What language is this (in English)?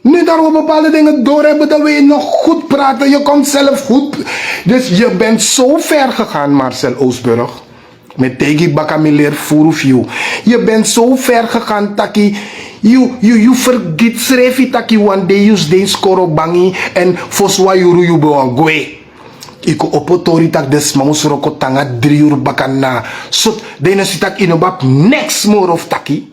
Sranan Tongo